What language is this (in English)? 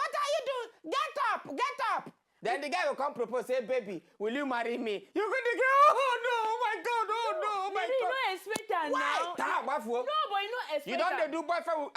Nigerian Pidgin